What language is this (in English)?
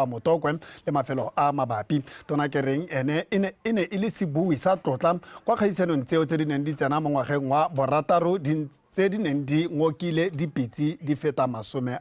Tswana